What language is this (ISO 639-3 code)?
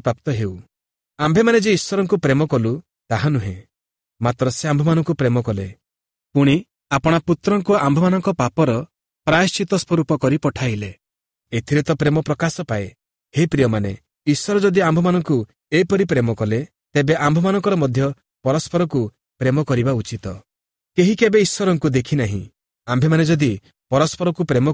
ori